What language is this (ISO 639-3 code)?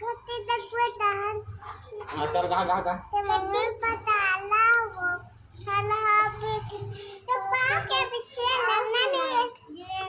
hne